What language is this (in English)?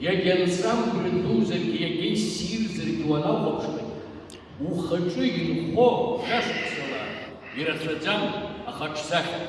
Abkhazian